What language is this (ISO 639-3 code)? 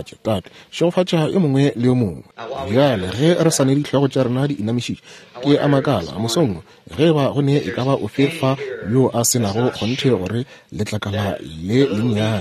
nso